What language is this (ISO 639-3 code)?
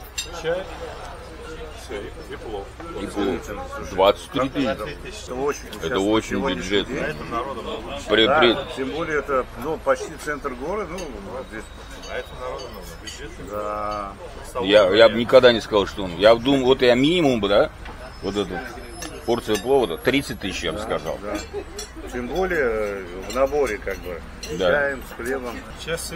rus